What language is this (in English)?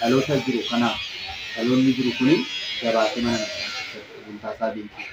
Oromo